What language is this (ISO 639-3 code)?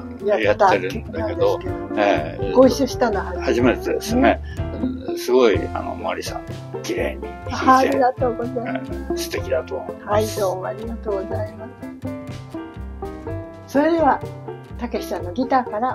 jpn